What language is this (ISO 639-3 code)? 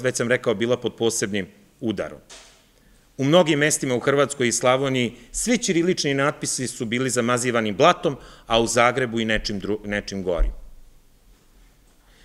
srp